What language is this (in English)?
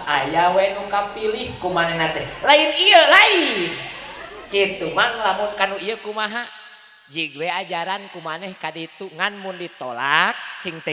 Sundanese